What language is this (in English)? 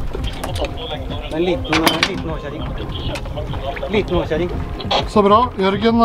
Norwegian